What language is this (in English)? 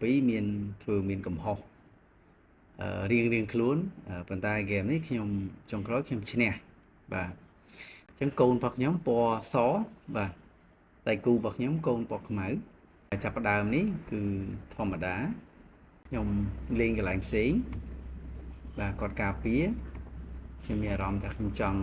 Khmer